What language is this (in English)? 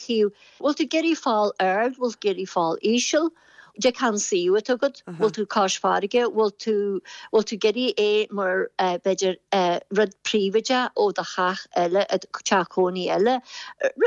Irish